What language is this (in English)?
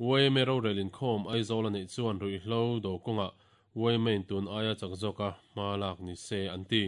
Mizo